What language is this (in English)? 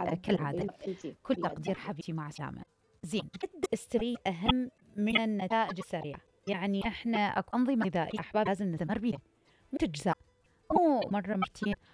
Mesopotamian Arabic